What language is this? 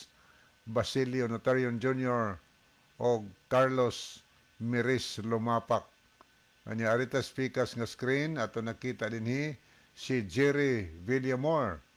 Cebuano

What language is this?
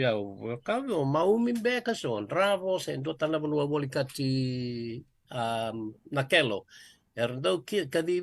Fijian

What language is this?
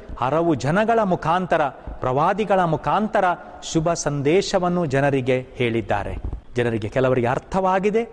Kannada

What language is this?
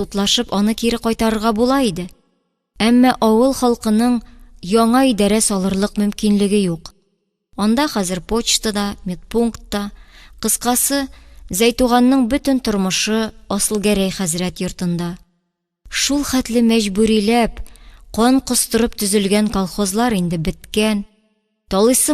Tatar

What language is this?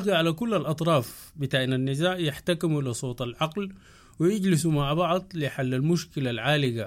Sudanese Arabic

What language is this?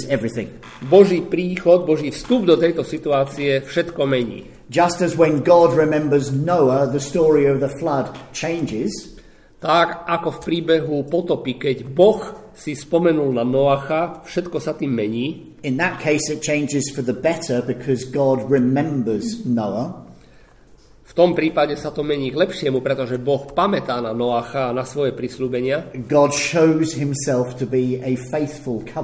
Slovak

